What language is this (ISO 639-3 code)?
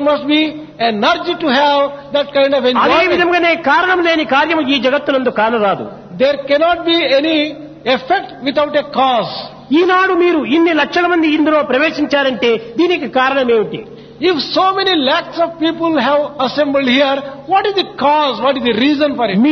tel